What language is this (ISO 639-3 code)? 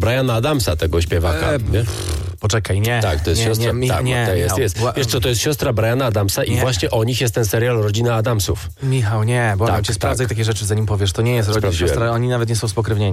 pol